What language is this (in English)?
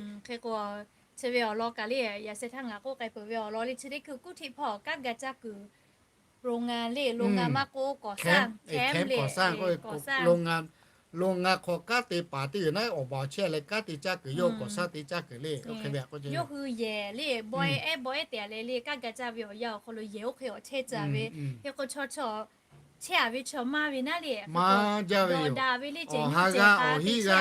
Lahu